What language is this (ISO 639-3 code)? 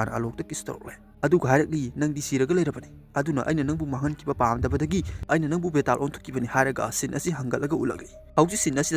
mni